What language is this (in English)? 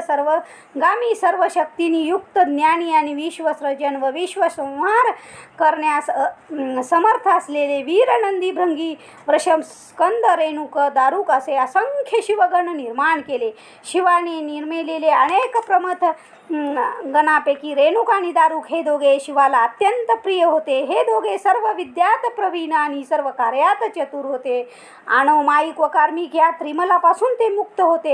Marathi